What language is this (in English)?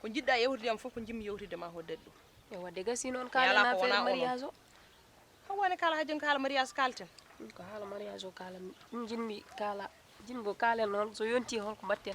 Fula